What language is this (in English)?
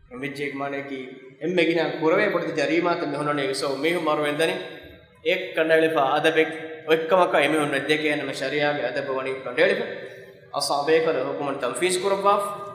Divehi